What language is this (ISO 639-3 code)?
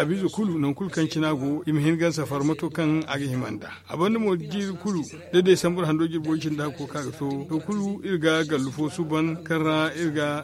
dje